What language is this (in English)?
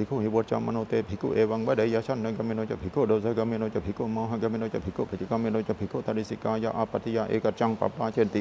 Pali